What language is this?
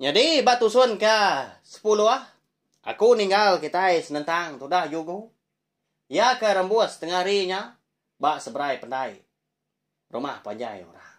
Iban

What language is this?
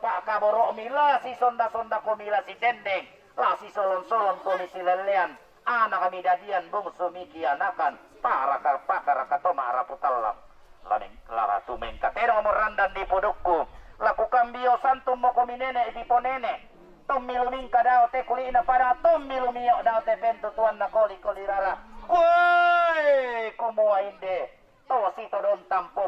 Toraja-Sa'dan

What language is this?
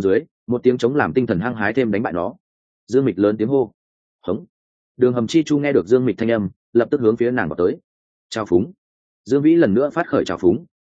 Vietnamese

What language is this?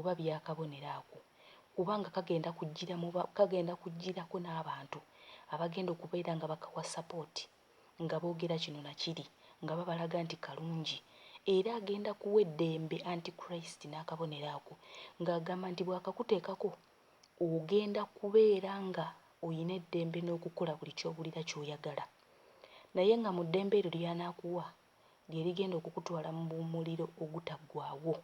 Ganda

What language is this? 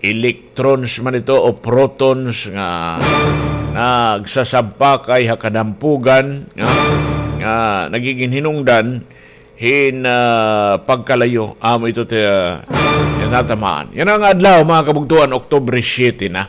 Waray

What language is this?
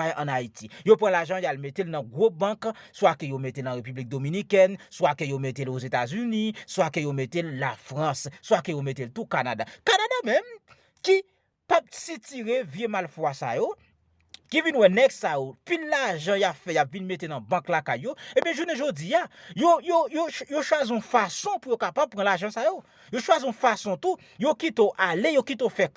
Haitian Creole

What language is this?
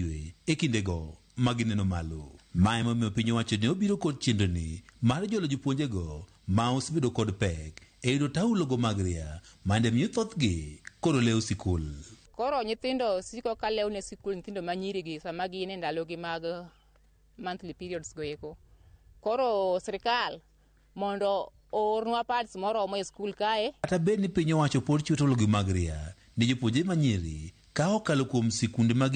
Luo (Kenya and Tanzania)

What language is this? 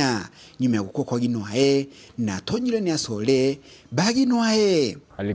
Meru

